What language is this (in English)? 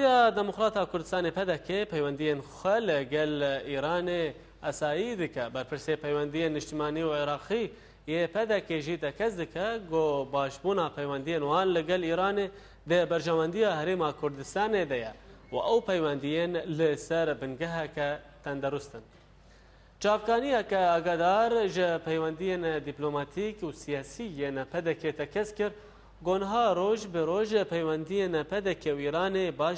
Kurdish